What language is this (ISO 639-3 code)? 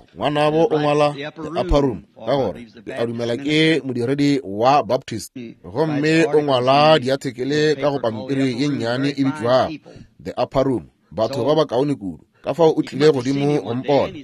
nso